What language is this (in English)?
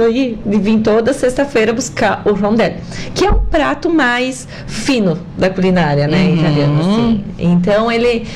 Portuguese